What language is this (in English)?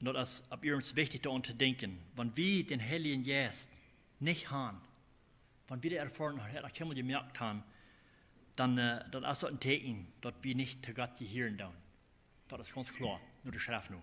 Plautdietsch